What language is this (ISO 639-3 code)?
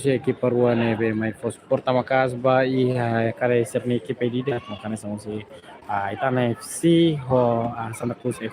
tet